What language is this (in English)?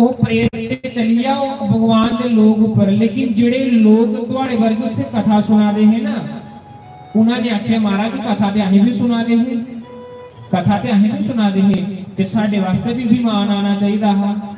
Dogri